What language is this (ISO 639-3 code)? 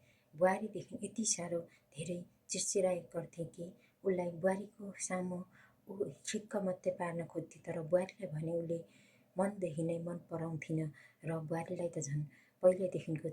nep